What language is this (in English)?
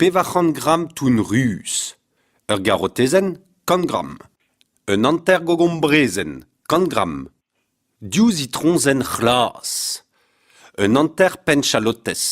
Breton